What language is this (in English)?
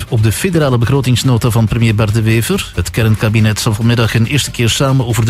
Dutch